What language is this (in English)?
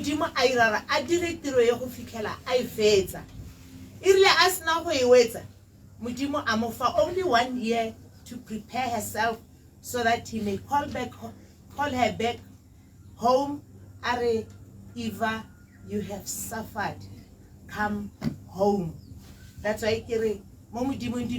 Tswana